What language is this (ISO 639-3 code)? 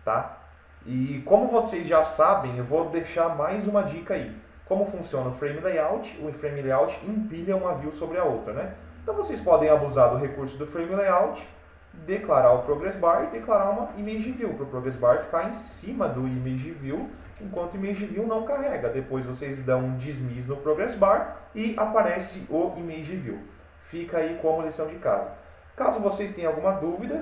por